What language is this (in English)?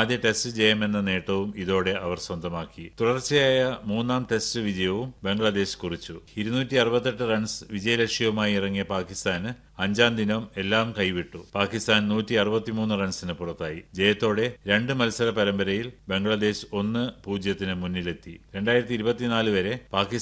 Malayalam